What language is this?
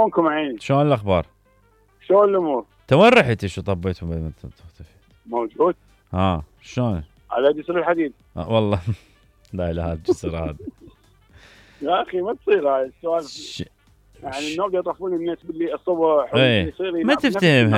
Mesopotamian Arabic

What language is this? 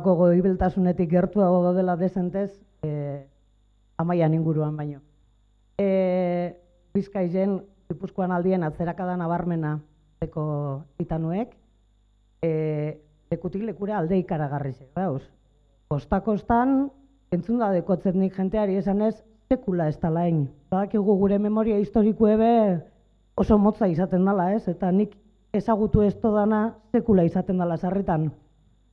Basque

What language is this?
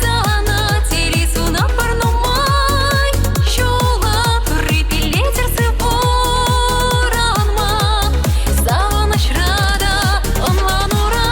Chuvash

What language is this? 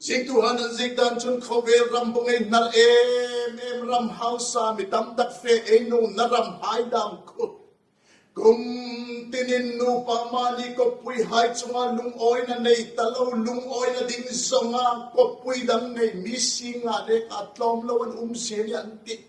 Hmar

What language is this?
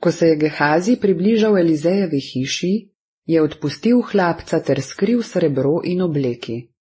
Slovenian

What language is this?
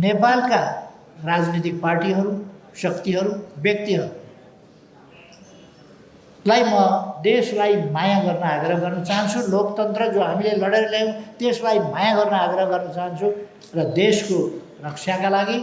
Nepali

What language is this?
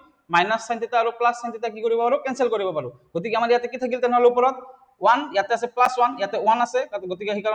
Assamese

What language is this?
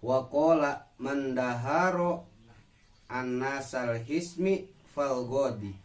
Sundanese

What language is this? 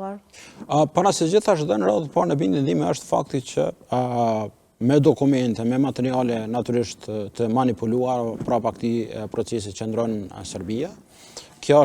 Albanian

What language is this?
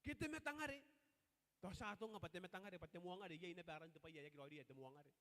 Gilbertese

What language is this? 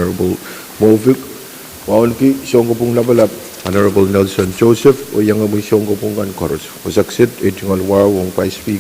Pohnpeian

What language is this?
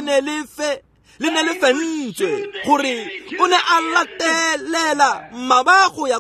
Tswana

